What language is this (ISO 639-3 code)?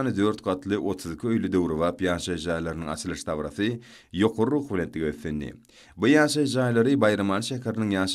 tuk